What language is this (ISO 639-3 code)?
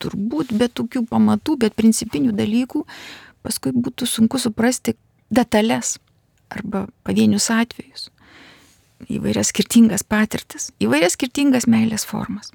lit